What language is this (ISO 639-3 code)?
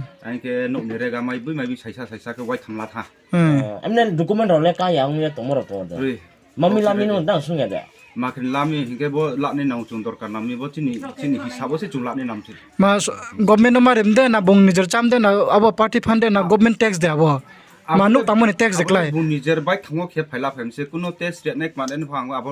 ria